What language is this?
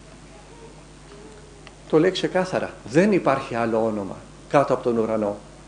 Greek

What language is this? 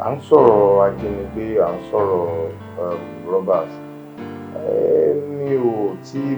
Yoruba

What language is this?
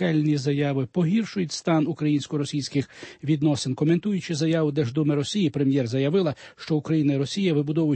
Ukrainian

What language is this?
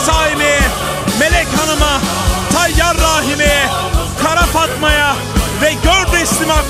Turkish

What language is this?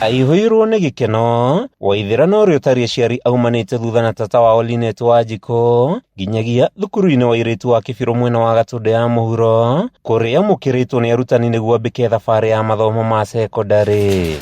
Kikuyu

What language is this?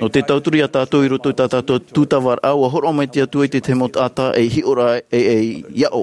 Tahitian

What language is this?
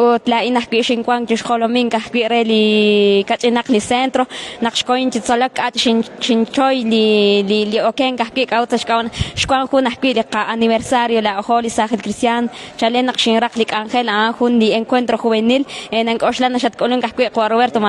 Kekchí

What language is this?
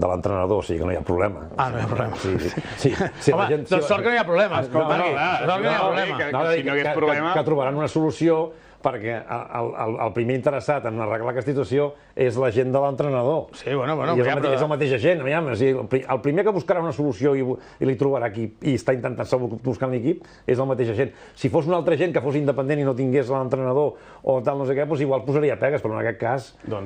Catalan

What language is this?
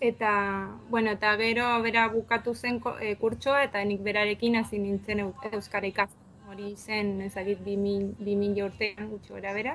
Basque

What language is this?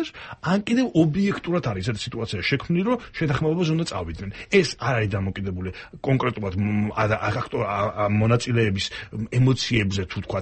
Georgian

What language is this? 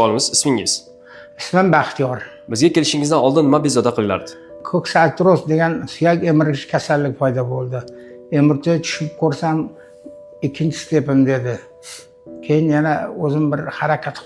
Uzbek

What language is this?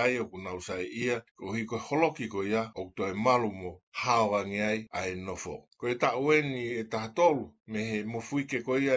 Tongan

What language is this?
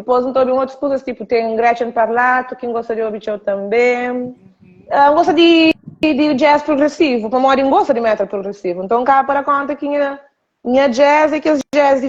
Kabuverdianu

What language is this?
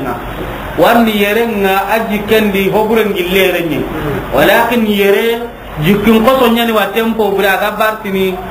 Soninke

